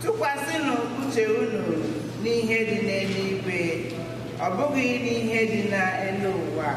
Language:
Igbo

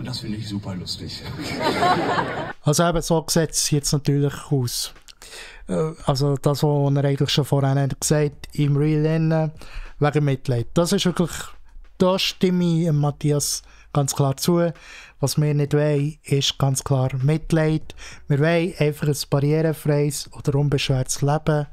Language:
Swiss German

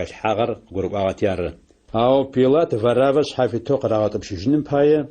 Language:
Adyghe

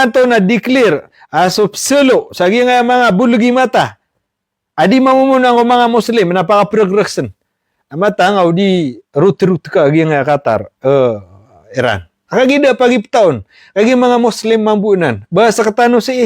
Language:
Maranao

